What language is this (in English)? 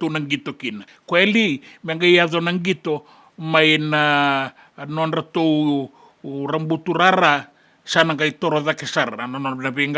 Fijian